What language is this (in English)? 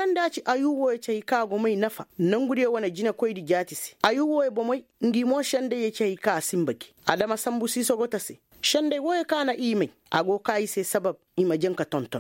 Koyraboro Senni